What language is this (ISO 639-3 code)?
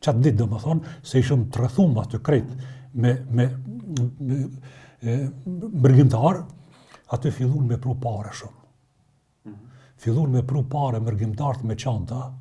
sqi